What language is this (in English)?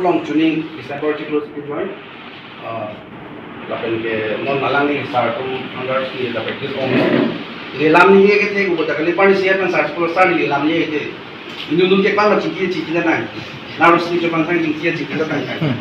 Karbi